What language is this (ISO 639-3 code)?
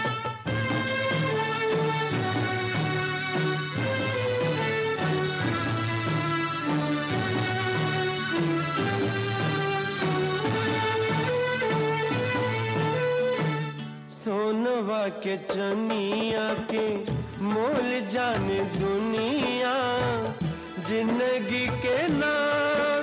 bho